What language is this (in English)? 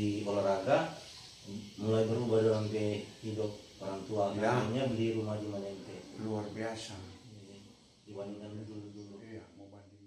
Manado Malay